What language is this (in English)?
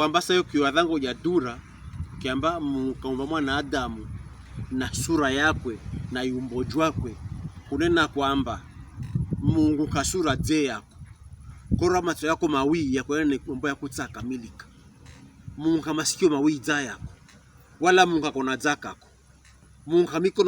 Pokomo